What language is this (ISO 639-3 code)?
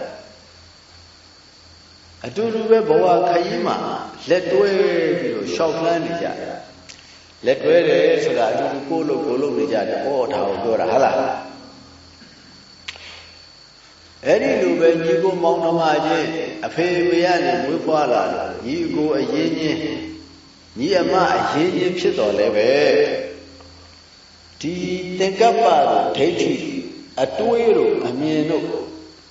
mya